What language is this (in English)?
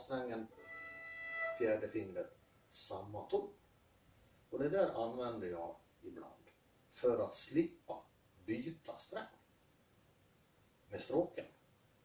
Swedish